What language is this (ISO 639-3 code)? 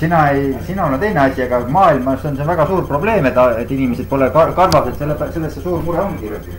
est